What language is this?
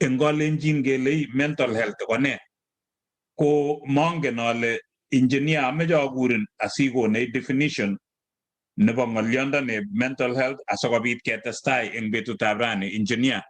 Kalenjin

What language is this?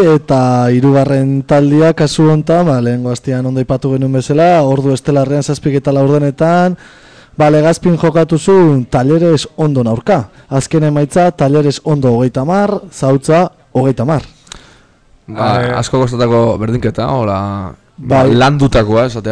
Basque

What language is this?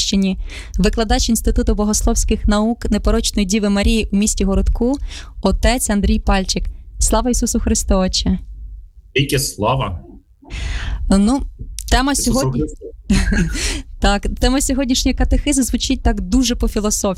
Ukrainian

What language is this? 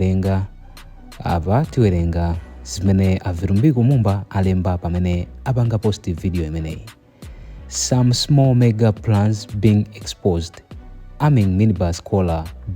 Nyanja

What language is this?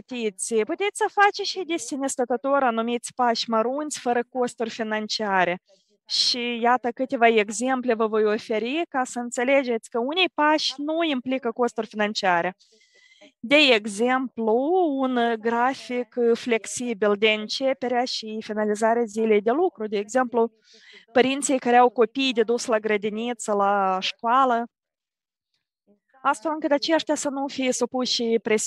Romanian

